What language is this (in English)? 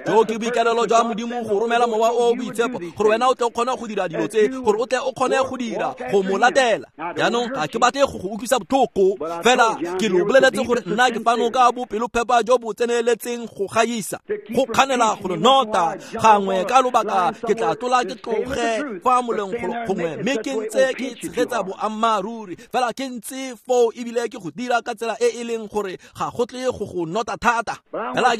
Tswana